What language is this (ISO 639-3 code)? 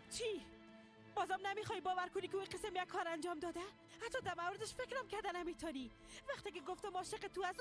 fas